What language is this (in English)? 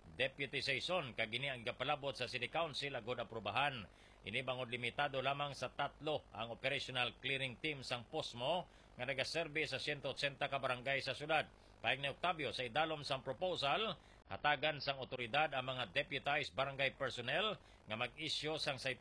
Hiligaynon